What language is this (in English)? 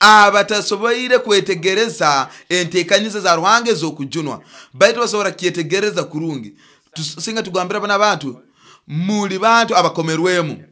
Nyoro